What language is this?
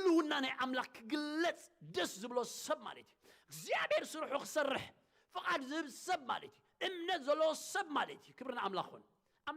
Tigrinya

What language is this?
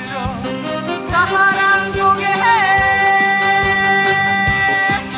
Korean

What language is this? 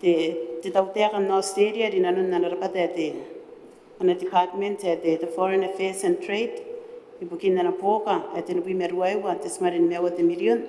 Gilbertese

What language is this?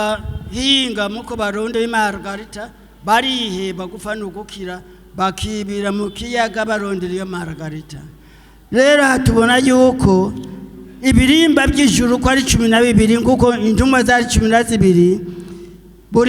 Rundi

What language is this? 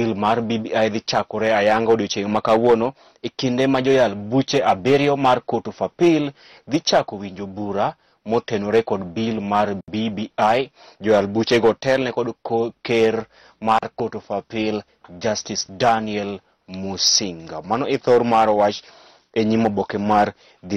Luo (Kenya and Tanzania)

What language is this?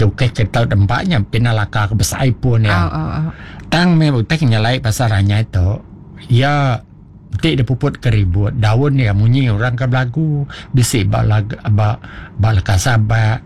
Iban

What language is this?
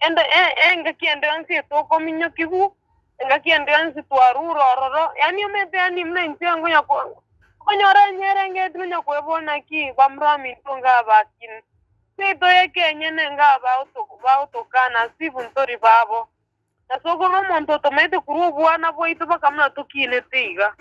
Gusii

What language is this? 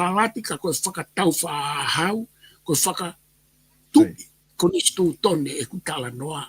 Tongan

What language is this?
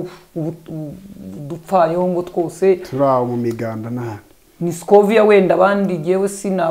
Kinyarwanda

